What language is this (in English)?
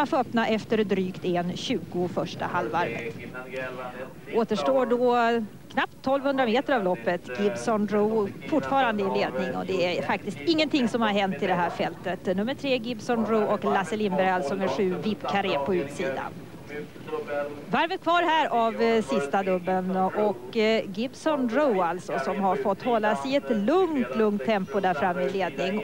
Swedish